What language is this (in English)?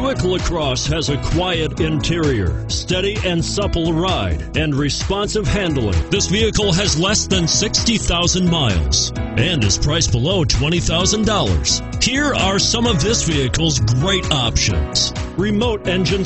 English